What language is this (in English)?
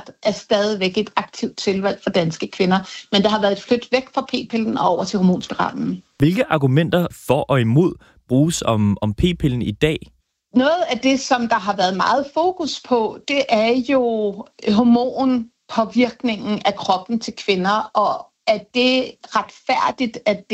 Danish